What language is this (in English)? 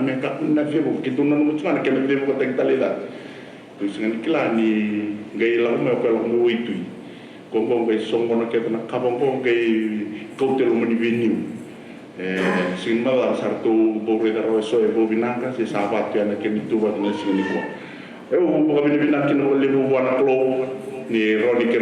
Fijian